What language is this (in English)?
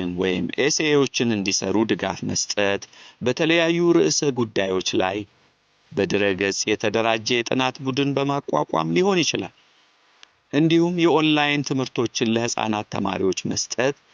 Amharic